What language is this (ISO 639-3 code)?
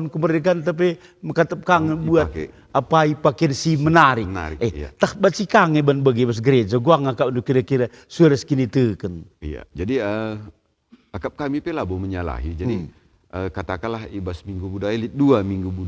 btx